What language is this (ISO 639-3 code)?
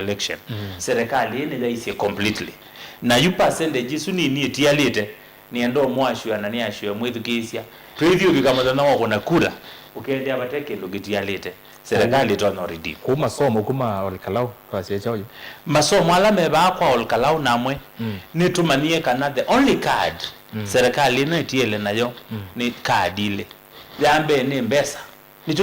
kam